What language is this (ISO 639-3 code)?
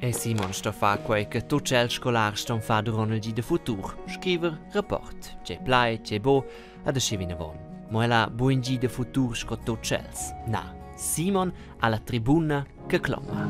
roh